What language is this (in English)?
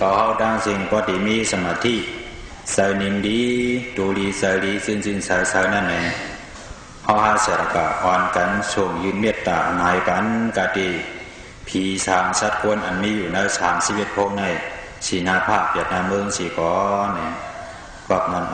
Shan